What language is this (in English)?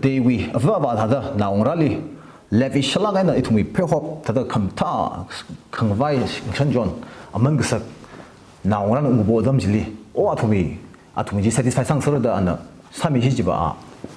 Tangkhul Naga (India)